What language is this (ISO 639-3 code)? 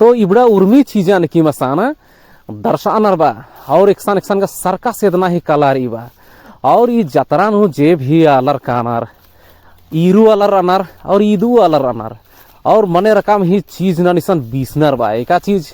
kru